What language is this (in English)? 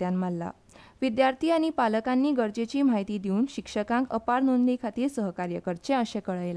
Konkani